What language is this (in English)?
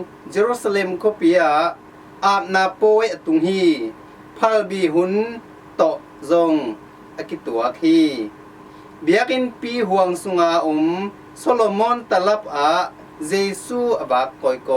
Tedim Chin